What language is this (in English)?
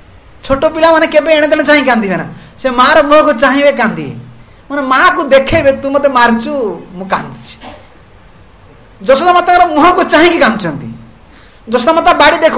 Odia